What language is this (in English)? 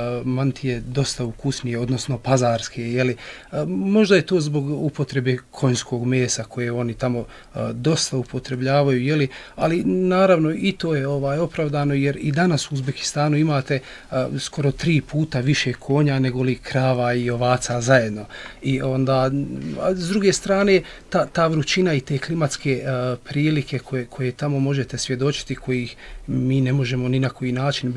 Bosnian